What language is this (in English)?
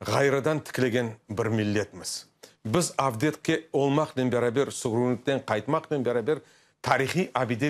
Crimean Tatar